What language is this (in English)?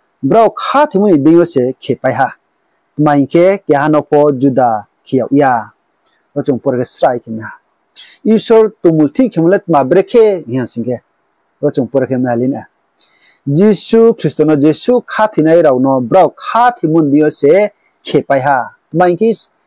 Riang (India)